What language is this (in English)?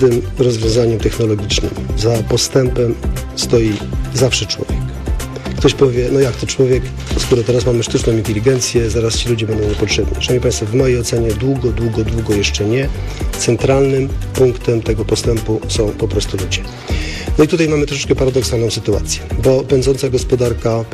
Polish